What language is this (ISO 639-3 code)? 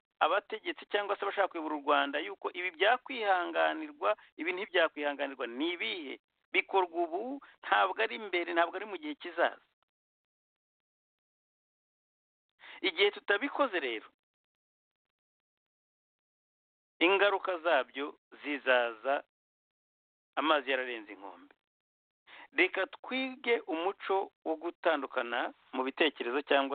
kin